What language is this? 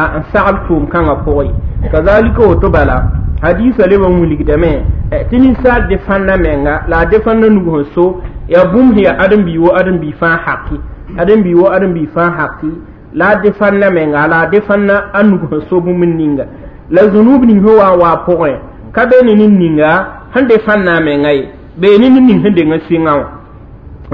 Mossi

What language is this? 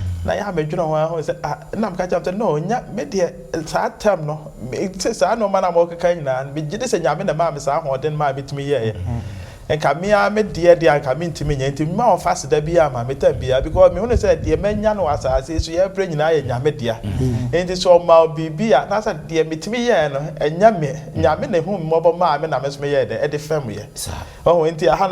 Akan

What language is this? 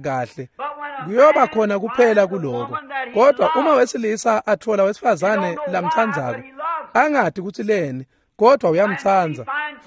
Swati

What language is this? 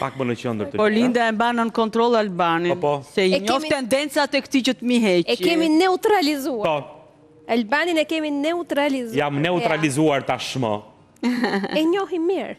Albanian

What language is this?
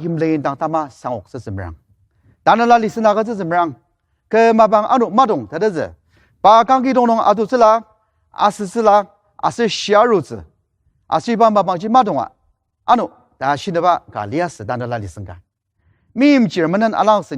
Ao Naga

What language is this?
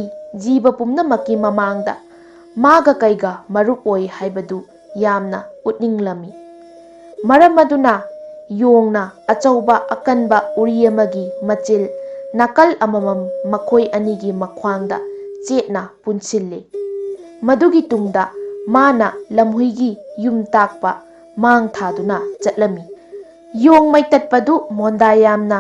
Manipuri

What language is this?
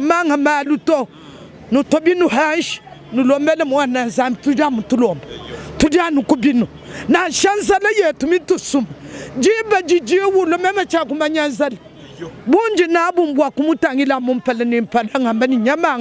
Luba-Lulua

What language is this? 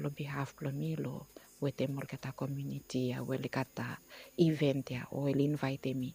Bislama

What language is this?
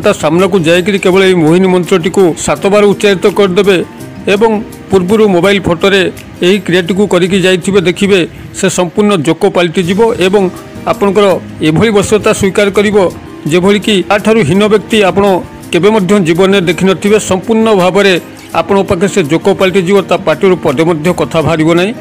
Odia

